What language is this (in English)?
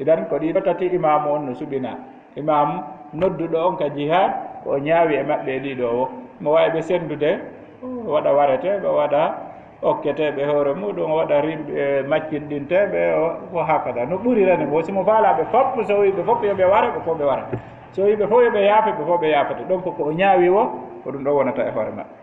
Fula